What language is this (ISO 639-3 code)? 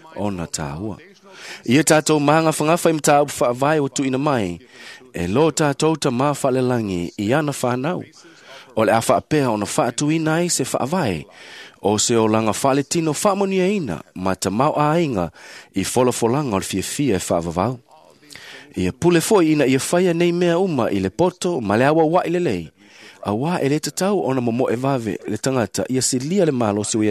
smo